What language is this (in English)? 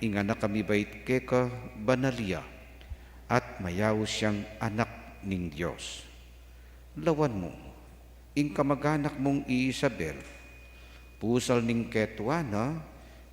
Pampanga